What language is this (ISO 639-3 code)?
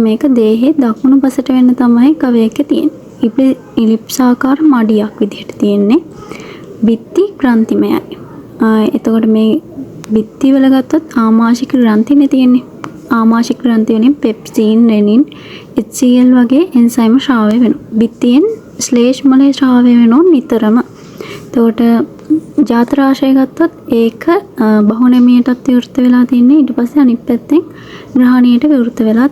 sin